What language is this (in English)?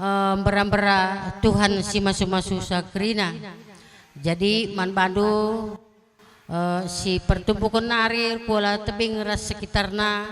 Batak Karo